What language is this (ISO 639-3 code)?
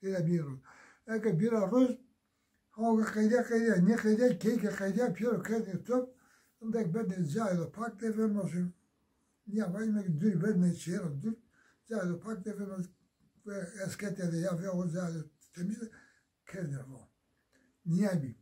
zza